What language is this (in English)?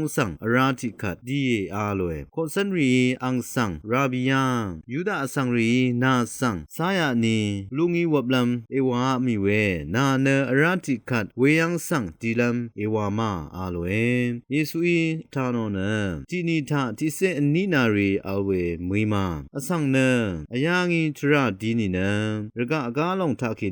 Rawang